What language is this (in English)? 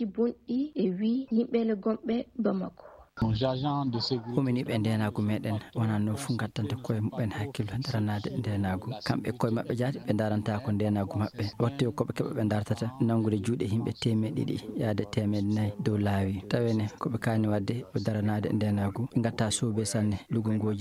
Fula